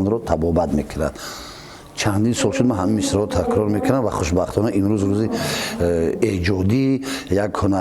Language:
Tajik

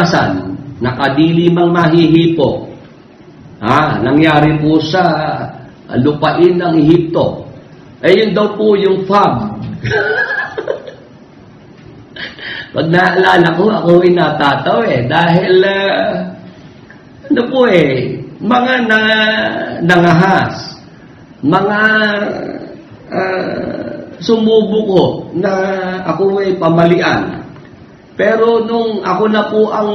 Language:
Filipino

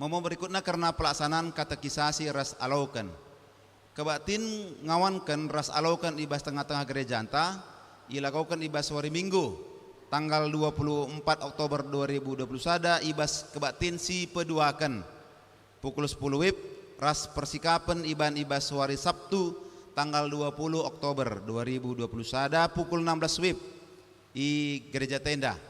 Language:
Batak Karo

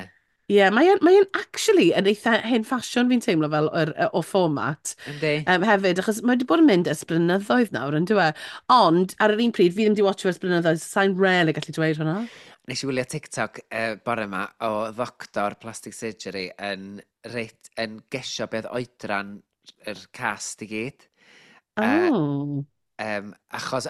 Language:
Welsh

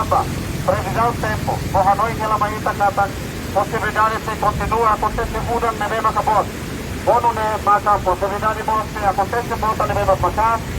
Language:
Tetum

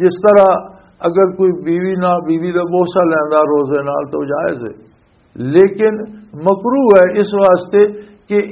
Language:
Western Panjabi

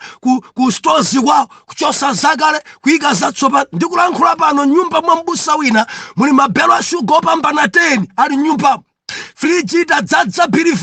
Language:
Nyanja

